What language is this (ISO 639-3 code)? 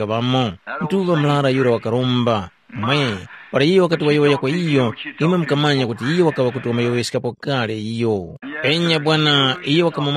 tum